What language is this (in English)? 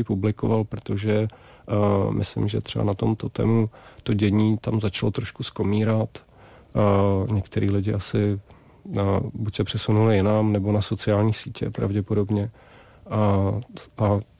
Czech